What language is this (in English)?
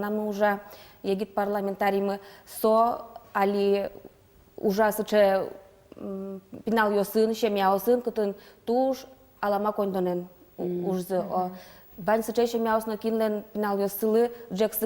Udmurt